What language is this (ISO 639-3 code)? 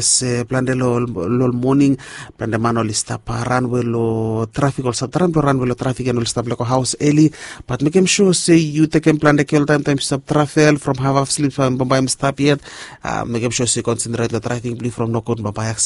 bis